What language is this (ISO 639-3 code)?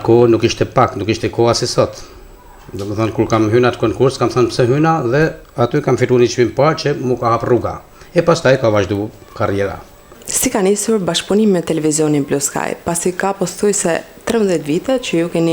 sqi